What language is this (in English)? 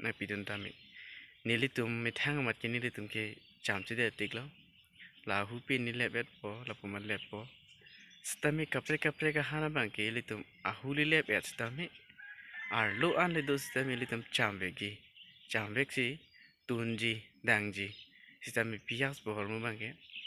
Karbi